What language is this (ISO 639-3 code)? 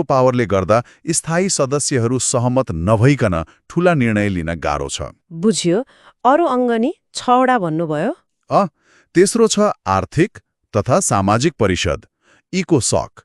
nep